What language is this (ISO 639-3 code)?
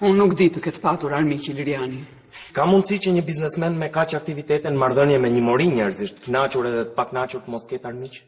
sqi